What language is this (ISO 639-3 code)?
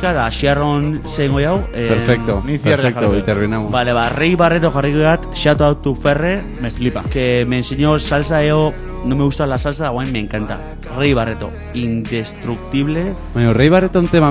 eus